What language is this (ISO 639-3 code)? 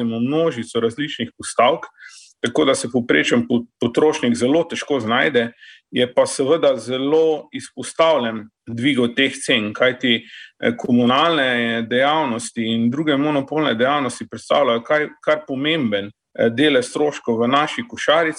slv